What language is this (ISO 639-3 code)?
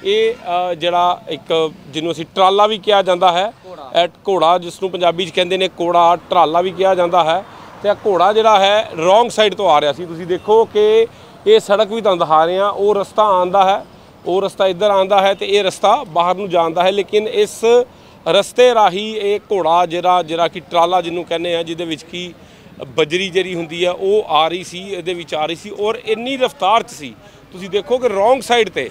pan